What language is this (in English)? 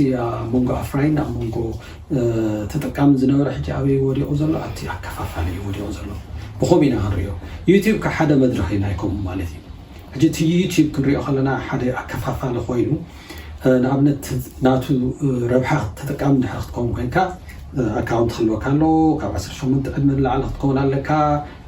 Tigrinya